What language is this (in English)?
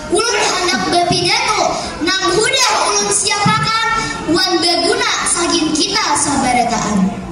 Banjar